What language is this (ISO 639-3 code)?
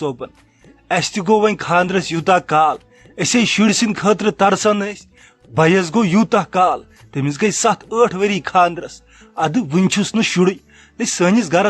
kas